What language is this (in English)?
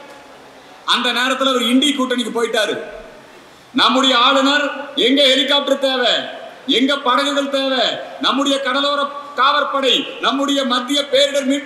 Tamil